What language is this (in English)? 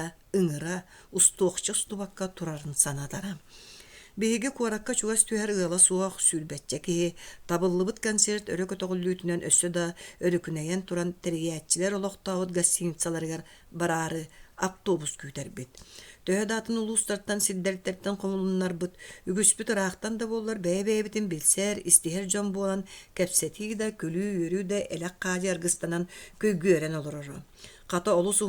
Yakut